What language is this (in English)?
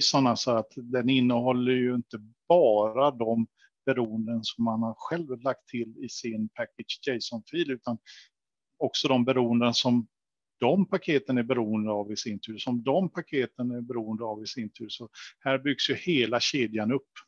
Swedish